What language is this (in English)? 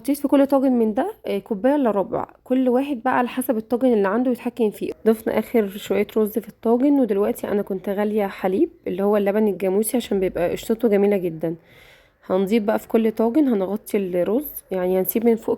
Egyptian Arabic